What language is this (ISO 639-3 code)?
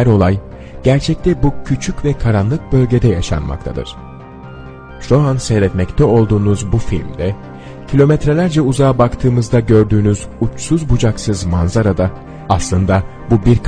tur